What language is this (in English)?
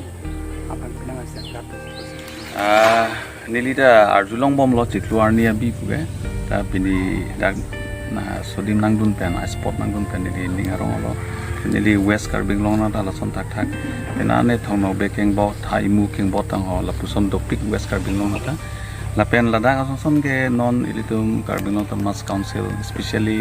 Karbi